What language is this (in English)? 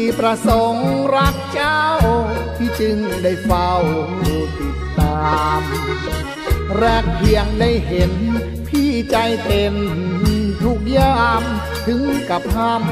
Thai